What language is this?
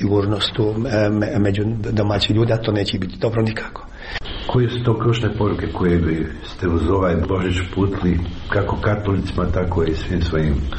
Croatian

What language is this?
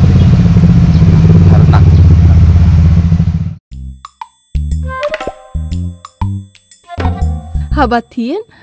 Khasi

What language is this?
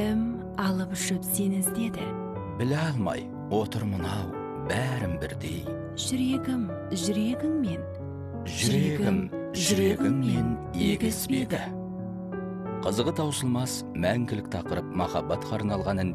Kazakh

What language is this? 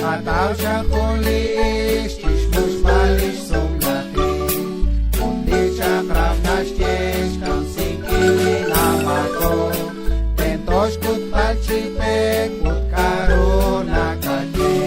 Kekchí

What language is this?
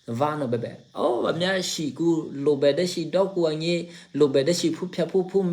Eastern Kayah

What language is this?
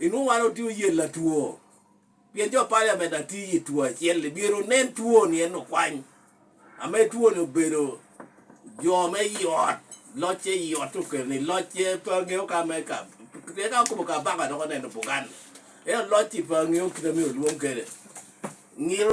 Lango (Uganda)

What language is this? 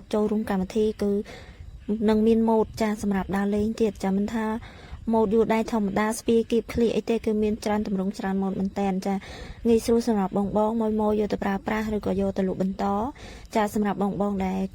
Khmer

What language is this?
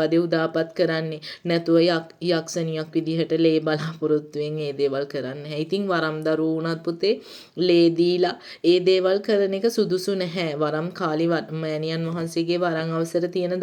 Sinhala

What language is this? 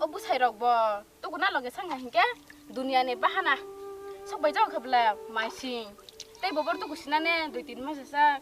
Kok Borok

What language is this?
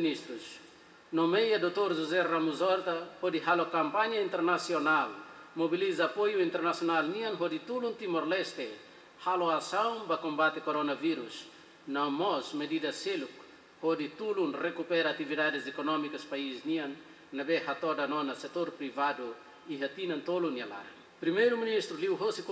Tetum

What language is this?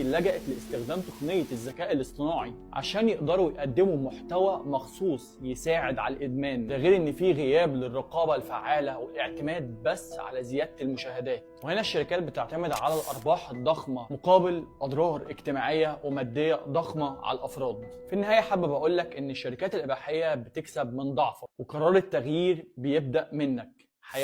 Egyptian Arabic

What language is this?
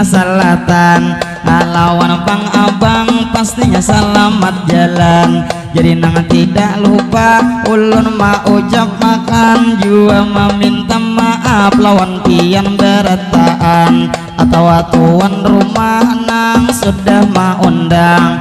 Banjar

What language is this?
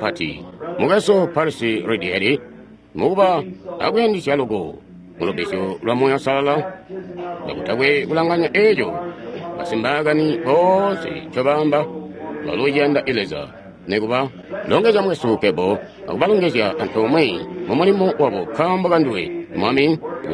Tonga (Zambia)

